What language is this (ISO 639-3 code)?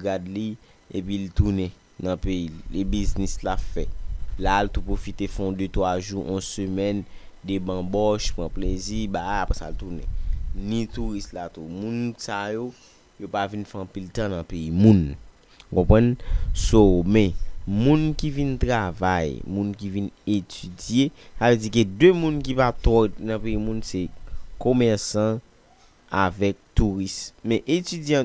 hat